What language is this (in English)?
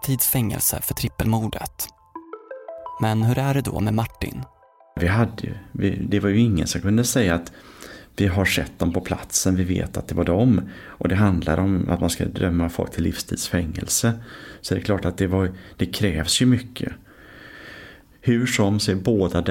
Swedish